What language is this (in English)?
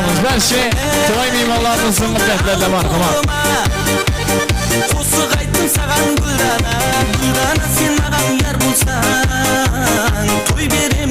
Kara-Kalpak